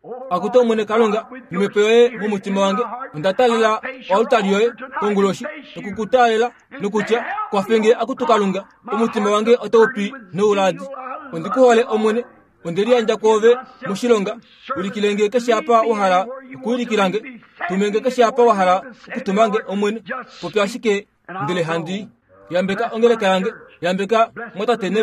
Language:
Kuanyama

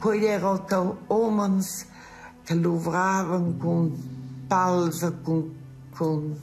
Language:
Romansh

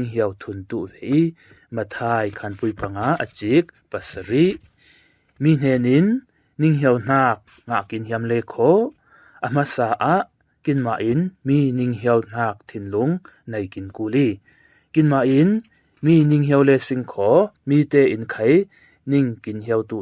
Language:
Falam Chin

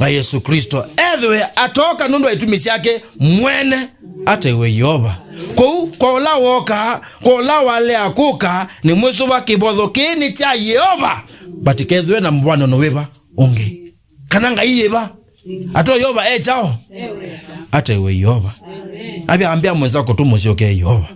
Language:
Kamba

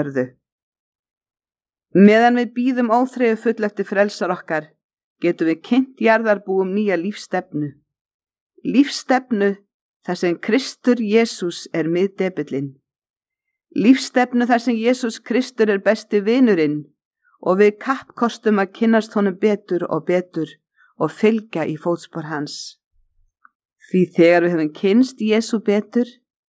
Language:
Icelandic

